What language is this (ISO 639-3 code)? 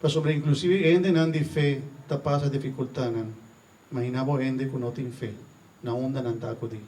pap